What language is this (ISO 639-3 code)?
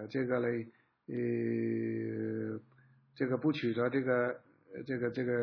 zho